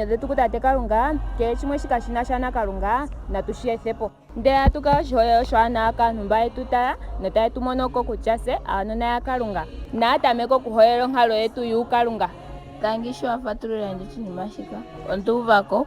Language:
Ndonga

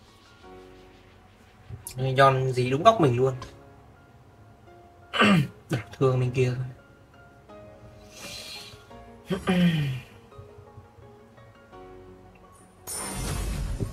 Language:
Vietnamese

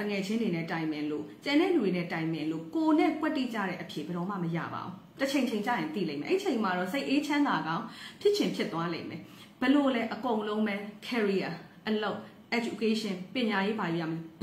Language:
Burmese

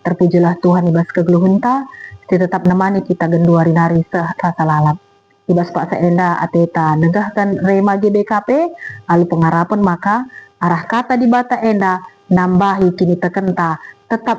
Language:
Batak Karo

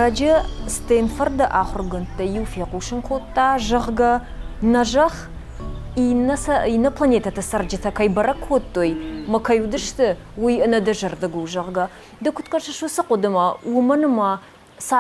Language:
Ossetic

